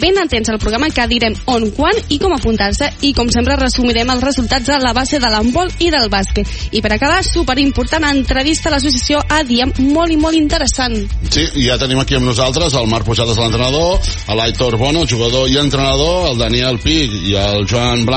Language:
Catalan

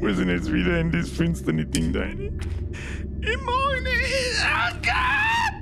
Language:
Bavarian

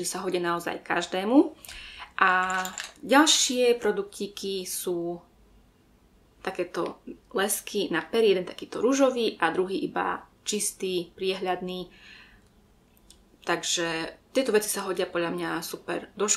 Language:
Slovak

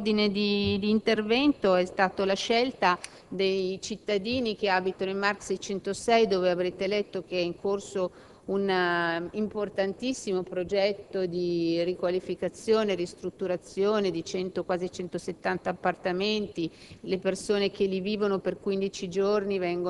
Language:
Italian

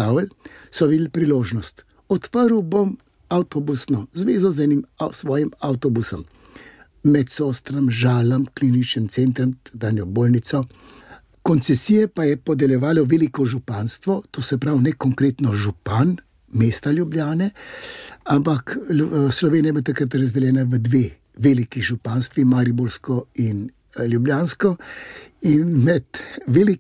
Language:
Slovenian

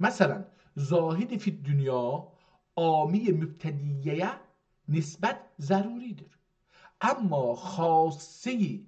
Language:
South Azerbaijani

